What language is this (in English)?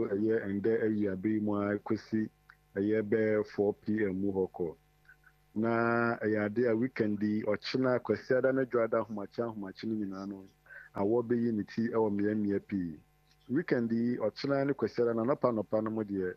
Akan